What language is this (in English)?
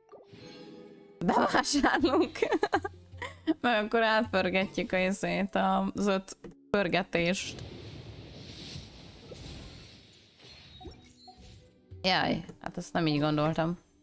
Hungarian